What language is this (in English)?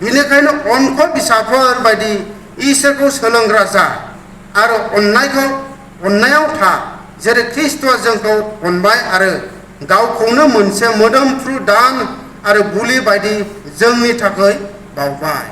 Bodo